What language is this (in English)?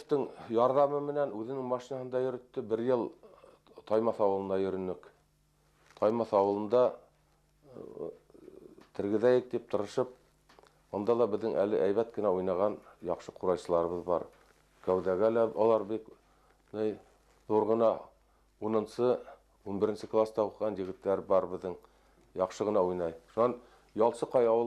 Bashkir